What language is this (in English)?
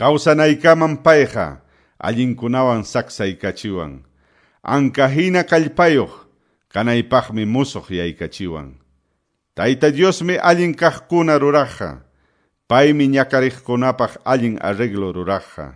Ayacucho Quechua